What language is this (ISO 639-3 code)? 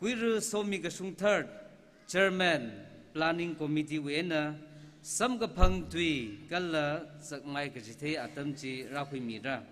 nmf